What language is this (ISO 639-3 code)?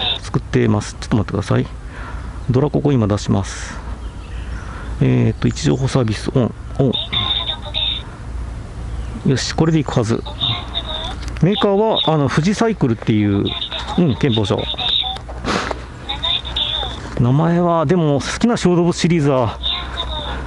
jpn